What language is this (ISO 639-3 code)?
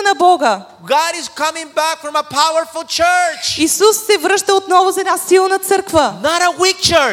bul